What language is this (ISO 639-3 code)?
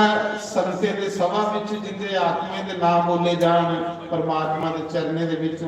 doi